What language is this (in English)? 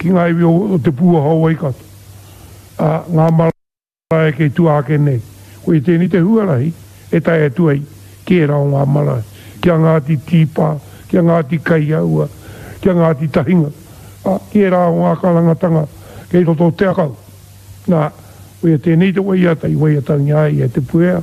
Māori